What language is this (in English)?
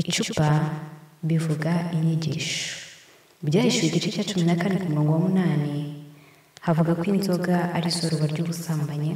Kinyarwanda